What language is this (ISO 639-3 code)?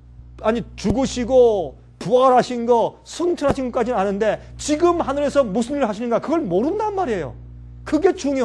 kor